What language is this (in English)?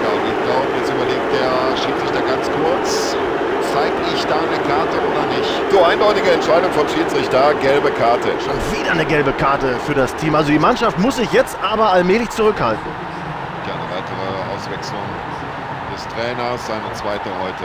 Bavarian